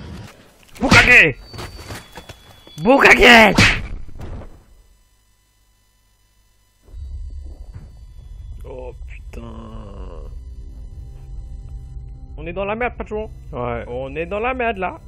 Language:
French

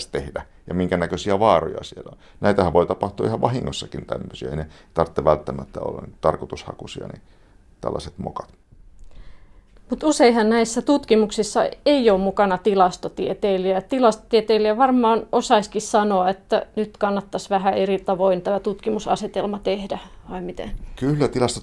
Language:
Finnish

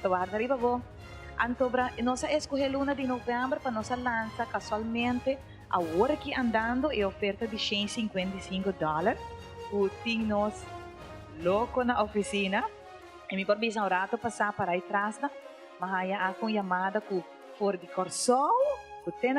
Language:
Papiamento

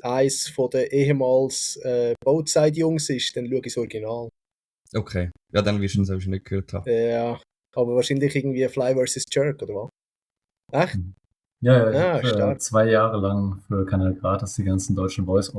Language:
Swiss German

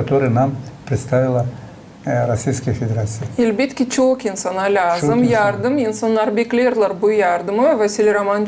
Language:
Gagauz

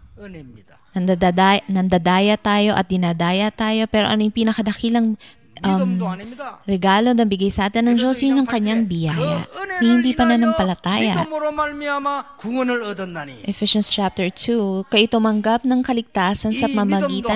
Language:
Filipino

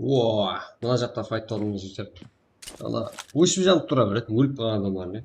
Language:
Kara-Kalpak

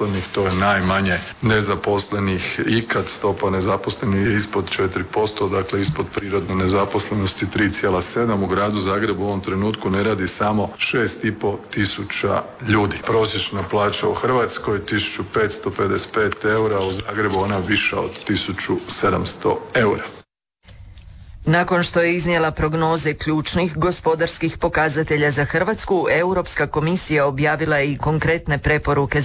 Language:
Croatian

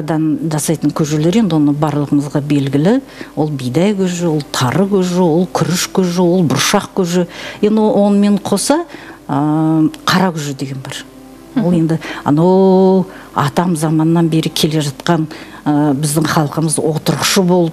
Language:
Kazakh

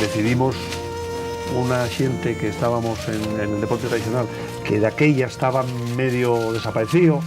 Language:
Asturian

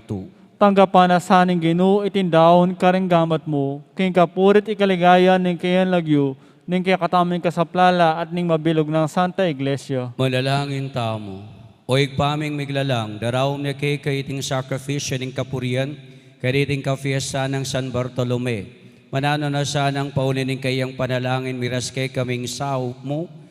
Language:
Pampanga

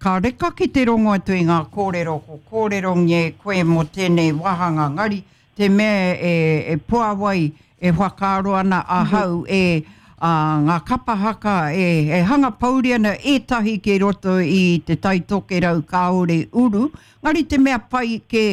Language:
Māori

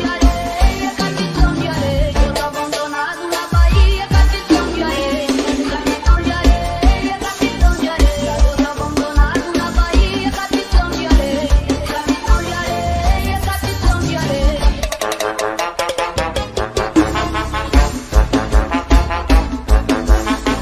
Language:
Portuguese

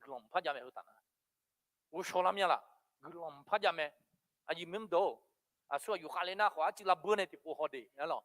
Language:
Akha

